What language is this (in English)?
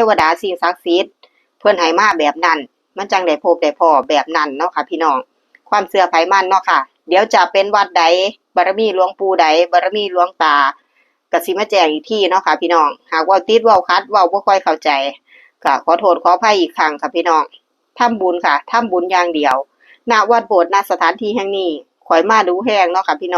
Northeastern Thai